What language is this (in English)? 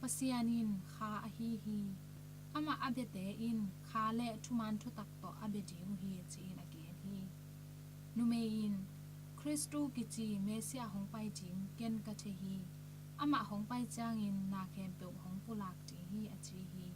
Tedim Chin